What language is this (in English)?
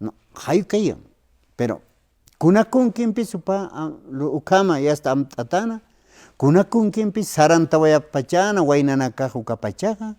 Aymara